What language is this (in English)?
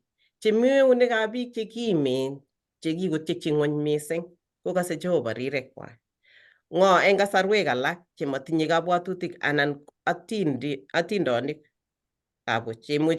Kalenjin